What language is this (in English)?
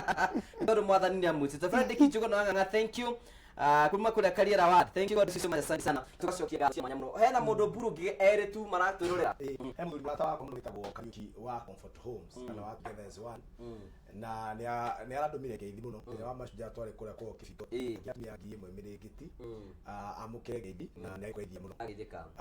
Kikuyu